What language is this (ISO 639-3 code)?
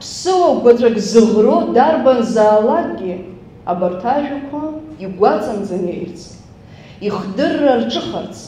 abk